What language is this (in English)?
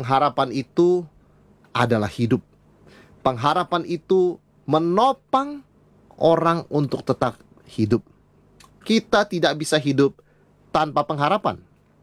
Indonesian